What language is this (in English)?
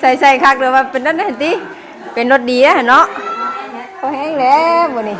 Northeastern Thai